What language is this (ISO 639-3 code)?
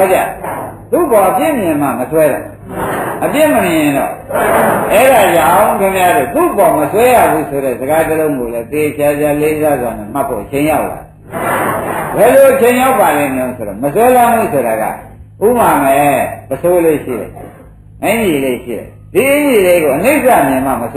mya